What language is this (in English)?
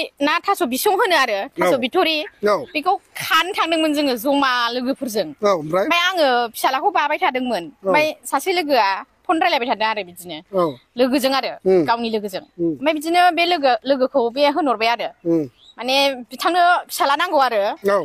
Bodo